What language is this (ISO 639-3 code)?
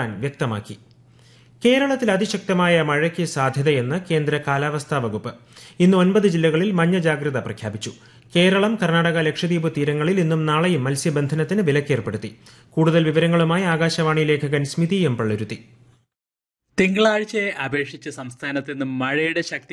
mal